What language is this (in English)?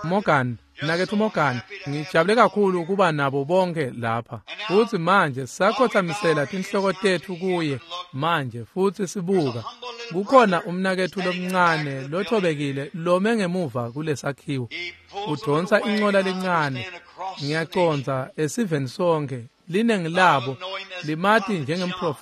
Swati